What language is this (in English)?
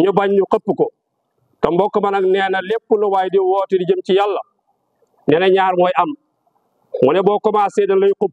Wolof